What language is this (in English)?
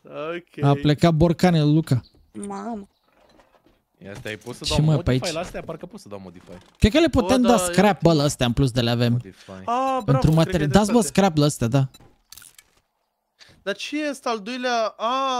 Romanian